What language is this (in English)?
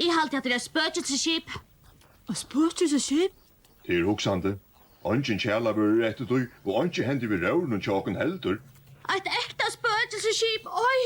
Faroese